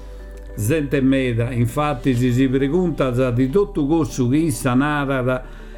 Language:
Sardinian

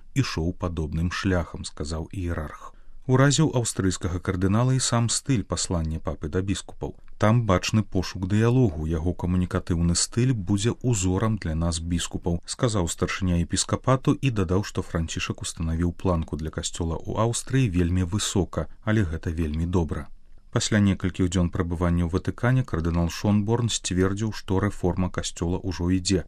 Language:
Belarusian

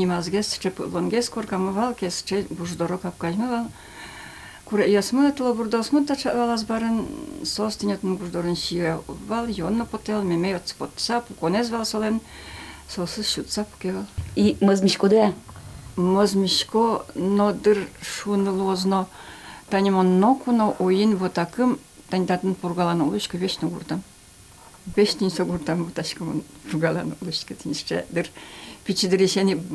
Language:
Udmurt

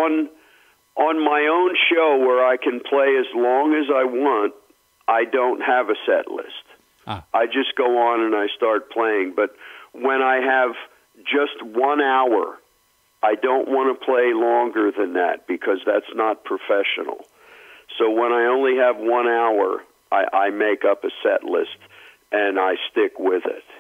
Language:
English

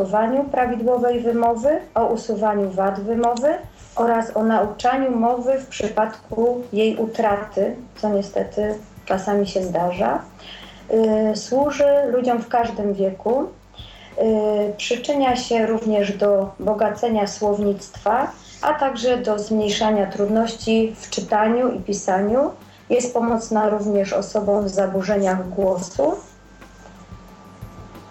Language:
Polish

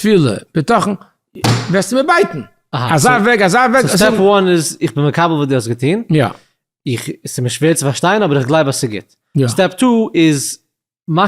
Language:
Yiddish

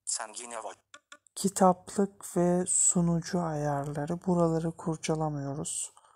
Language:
Turkish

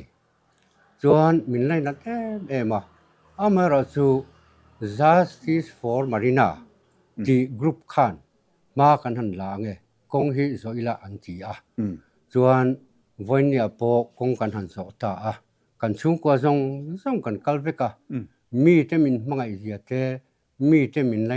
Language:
Mizo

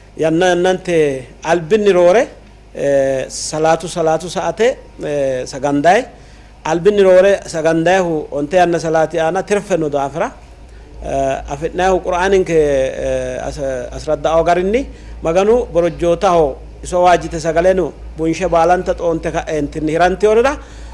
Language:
Sidamo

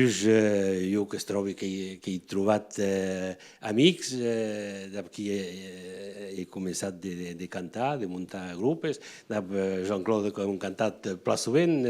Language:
Occitan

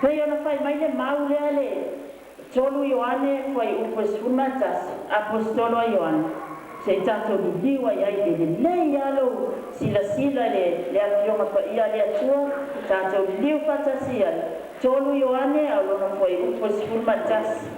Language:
Samoan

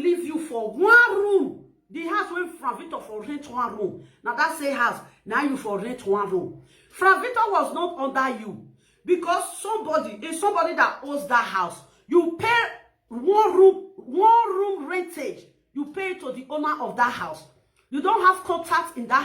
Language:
Nigerian Pidgin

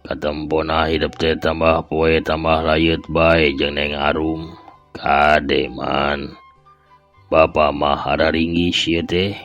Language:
Sundanese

